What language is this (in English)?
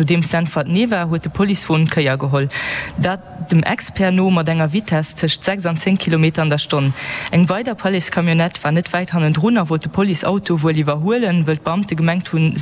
Luxembourgish